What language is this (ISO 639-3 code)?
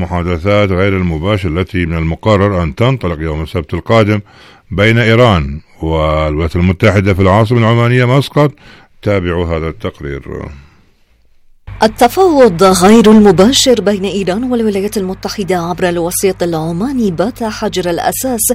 ara